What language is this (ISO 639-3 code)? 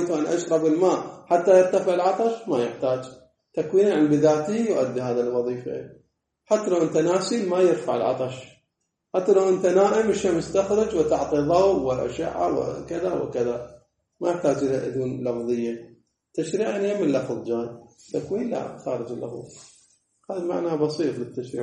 ara